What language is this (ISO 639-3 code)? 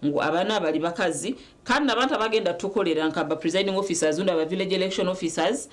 nyn